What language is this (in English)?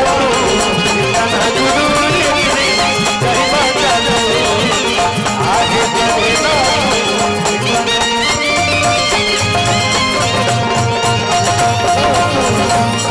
Bhojpuri